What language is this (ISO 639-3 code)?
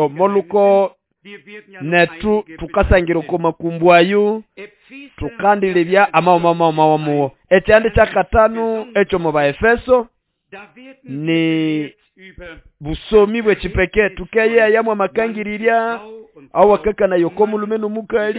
nnb